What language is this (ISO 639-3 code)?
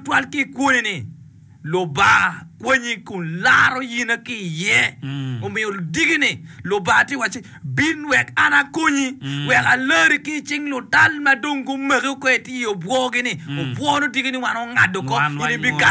ach